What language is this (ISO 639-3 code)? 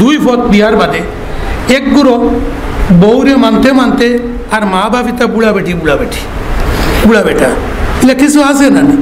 syl